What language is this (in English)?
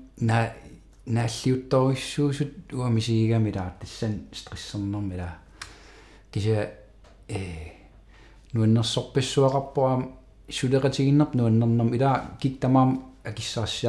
Kalaallisut